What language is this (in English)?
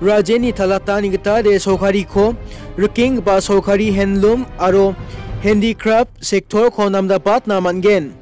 Garo